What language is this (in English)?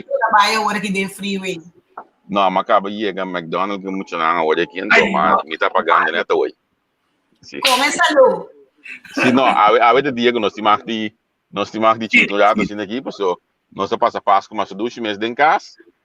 Papiamento